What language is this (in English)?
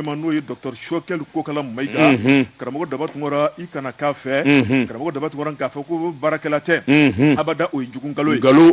Bambara